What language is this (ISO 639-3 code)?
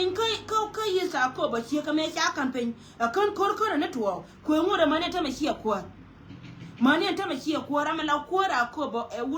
nus